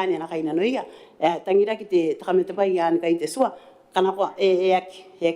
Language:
Gilbertese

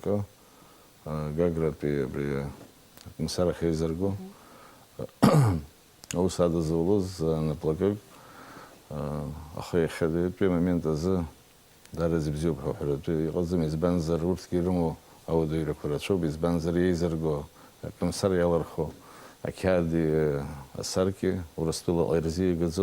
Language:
Abkhazian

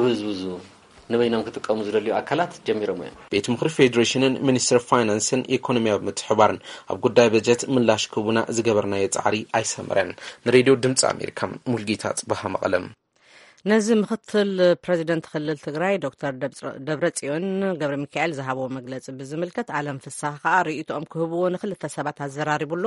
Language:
Tigrinya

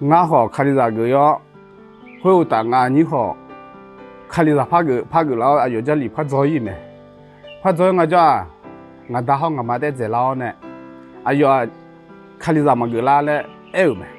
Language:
Akha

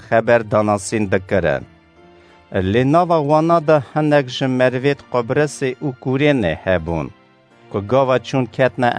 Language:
Kurdish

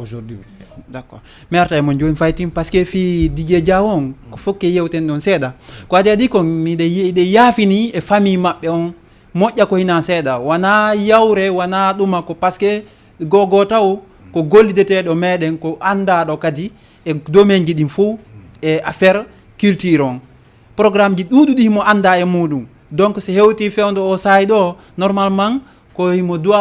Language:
Fula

